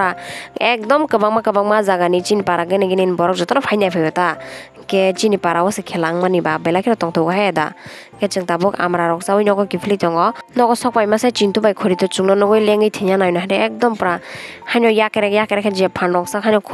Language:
Kok Borok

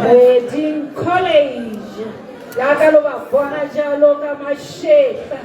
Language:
Tswana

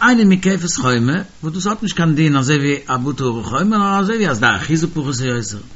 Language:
Yiddish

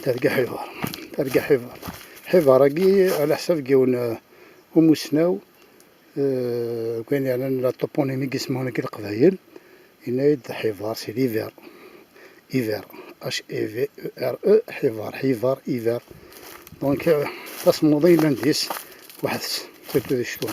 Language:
Kabyle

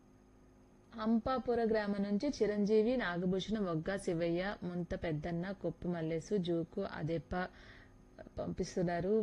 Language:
Telugu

